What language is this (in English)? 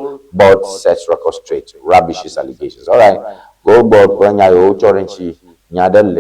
Ewe